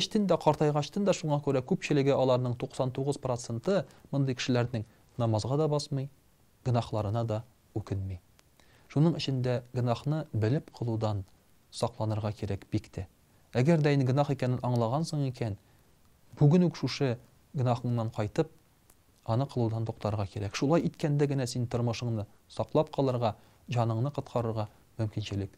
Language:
Tatar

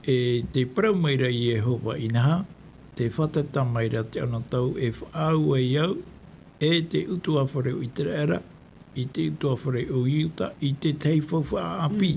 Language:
Tahitian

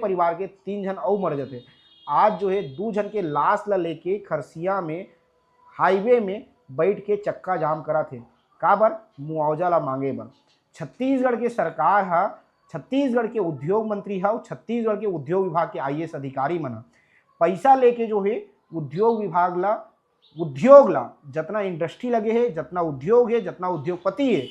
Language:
Chhattisgarhi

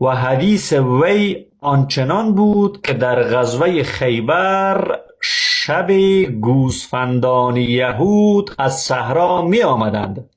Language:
Persian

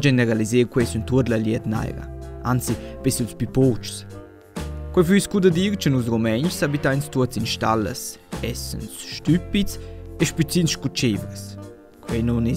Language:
Romansh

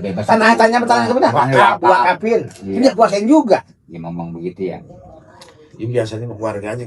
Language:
Betawi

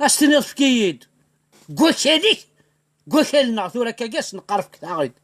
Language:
Kabyle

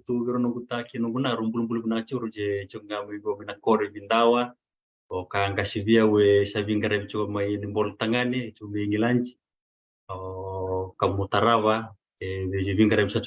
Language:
Fijian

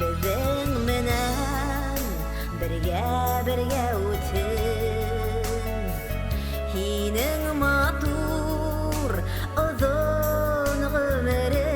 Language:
Bashkir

